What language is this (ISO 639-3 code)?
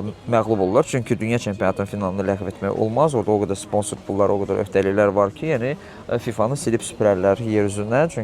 aze